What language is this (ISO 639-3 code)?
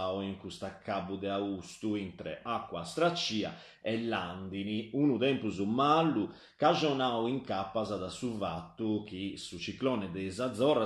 srd